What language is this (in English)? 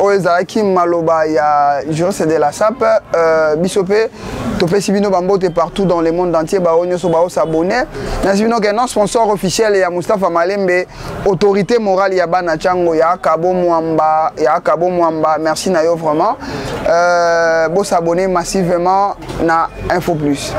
Lingala